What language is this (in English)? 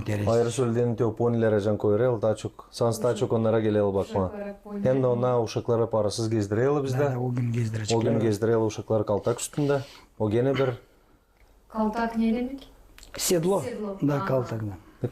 Gagauz